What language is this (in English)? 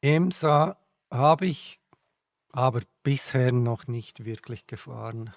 Swiss German